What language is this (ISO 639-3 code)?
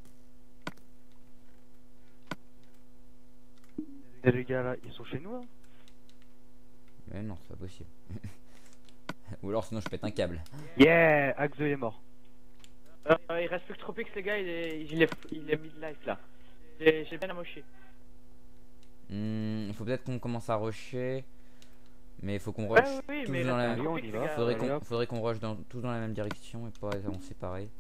fra